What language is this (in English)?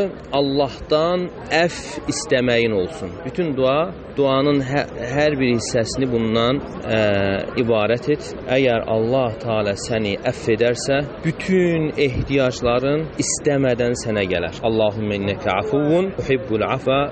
Azerbaijani